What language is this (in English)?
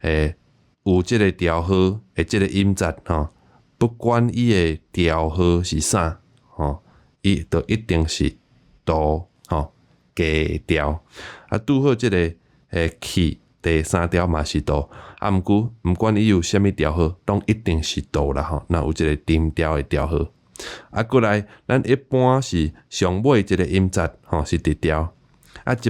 Min Nan Chinese